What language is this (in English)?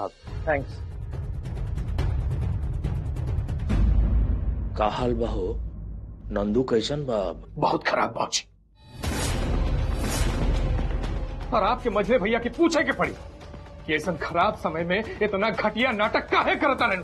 Bhojpuri